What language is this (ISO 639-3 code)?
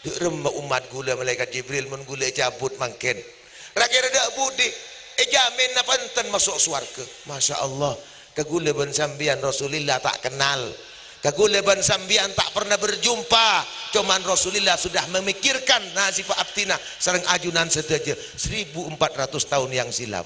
mad